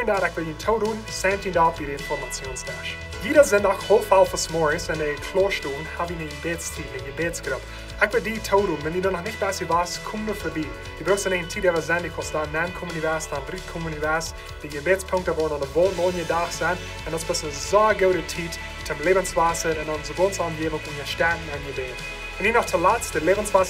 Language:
Plautdietsch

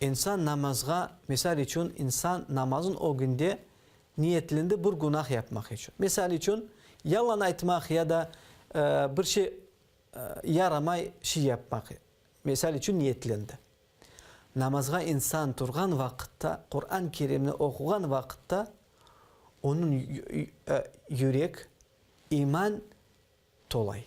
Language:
Crimean Tatar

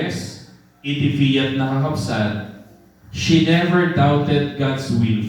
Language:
Iloko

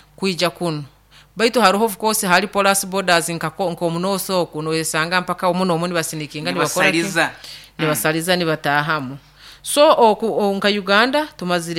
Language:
Nyoro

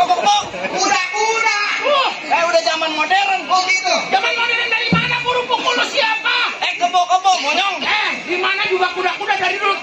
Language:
Betawi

